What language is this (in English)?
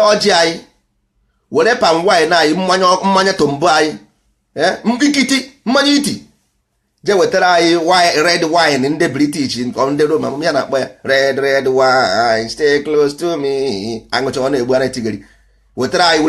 Igbo